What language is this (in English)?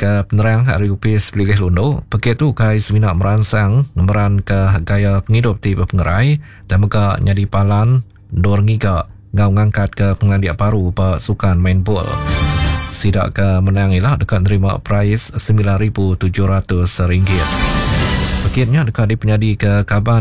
Iban